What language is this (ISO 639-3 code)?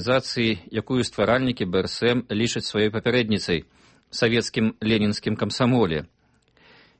bel